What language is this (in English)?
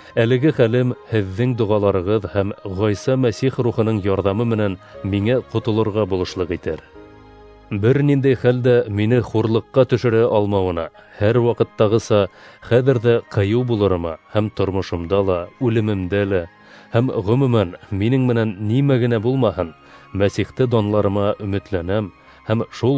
Bashkir